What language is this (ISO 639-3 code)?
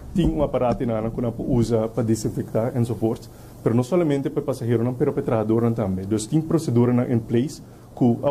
pap